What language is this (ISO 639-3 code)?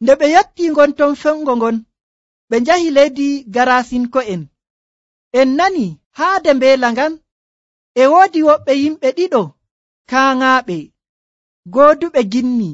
fuv